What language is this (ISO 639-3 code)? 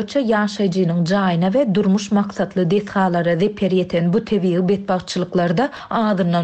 tuk